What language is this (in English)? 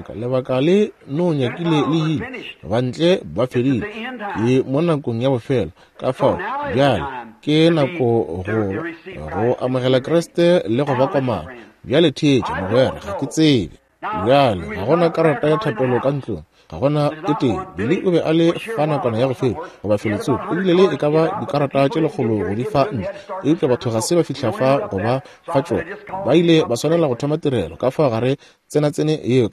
Northern Sotho